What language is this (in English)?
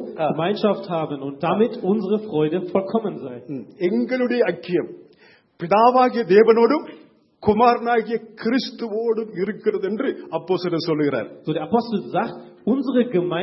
Tamil